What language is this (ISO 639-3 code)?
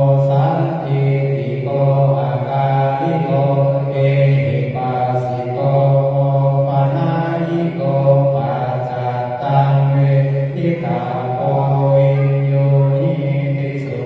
pli